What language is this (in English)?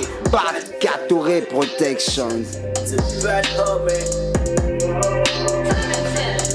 French